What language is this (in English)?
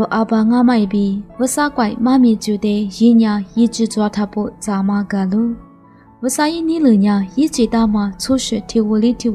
Lisu